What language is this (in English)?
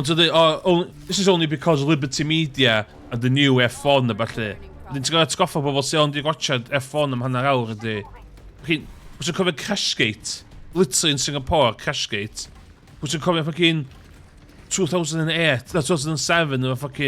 Welsh